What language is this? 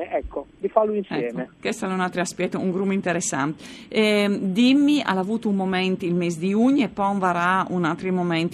Friulian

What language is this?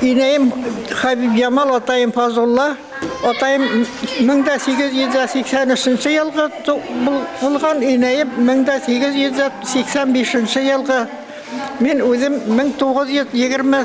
Bashkir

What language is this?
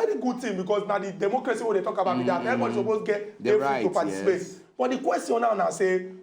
Nigerian Pidgin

